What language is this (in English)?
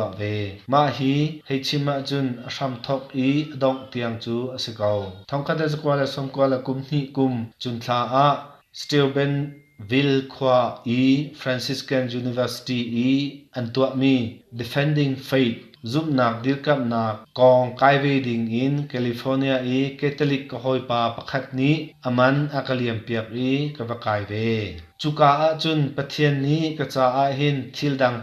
Hakha Chin